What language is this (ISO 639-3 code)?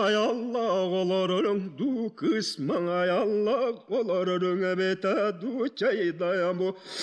sah